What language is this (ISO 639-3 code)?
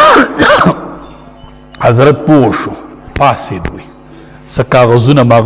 pus